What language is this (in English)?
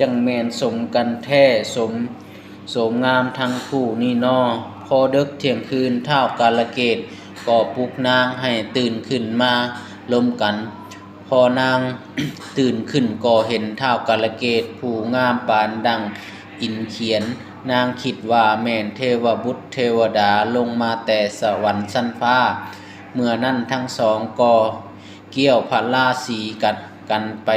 Lao